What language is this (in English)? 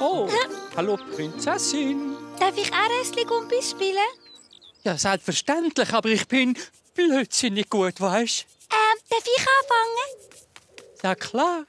Swiss German